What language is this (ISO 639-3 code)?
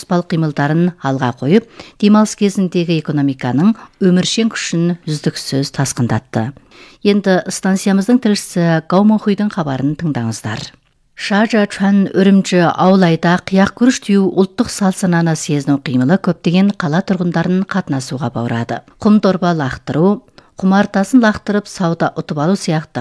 kaz